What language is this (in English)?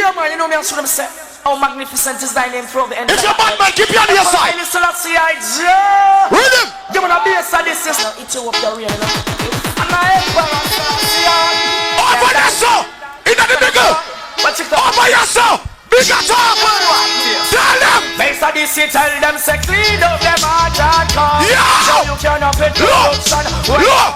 Jamaican Creole English